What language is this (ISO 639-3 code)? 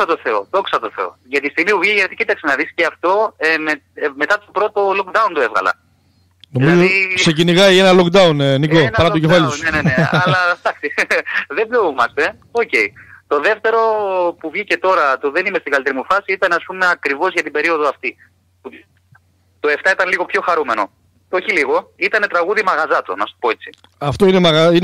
ell